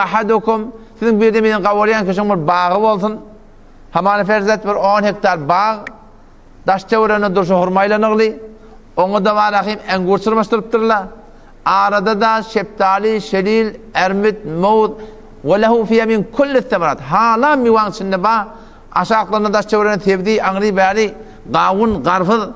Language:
Turkmen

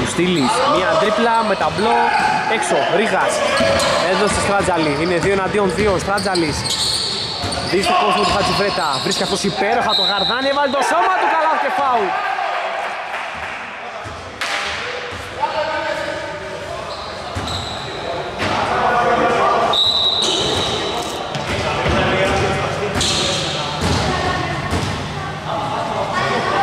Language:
Greek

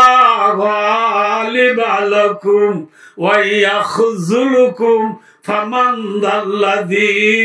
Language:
Rohingya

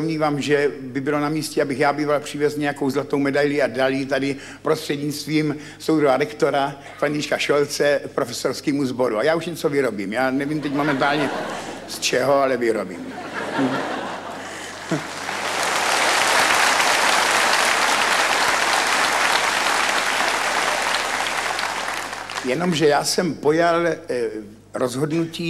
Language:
Czech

